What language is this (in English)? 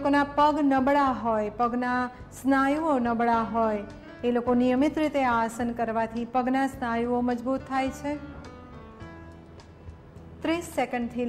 Gujarati